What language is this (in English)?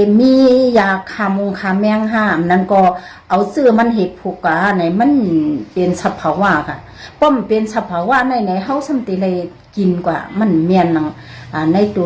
Shan